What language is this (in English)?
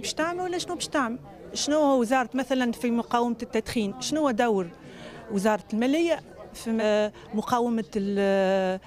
Tunisian Arabic